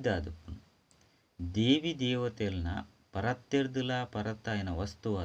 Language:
Tulu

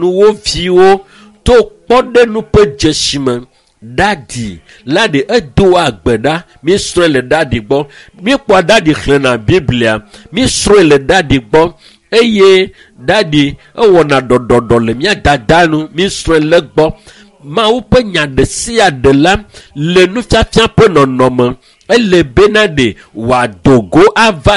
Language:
Ewe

